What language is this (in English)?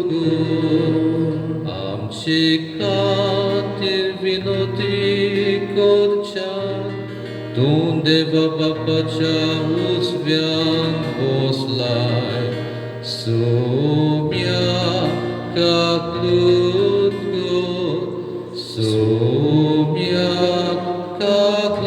Konkani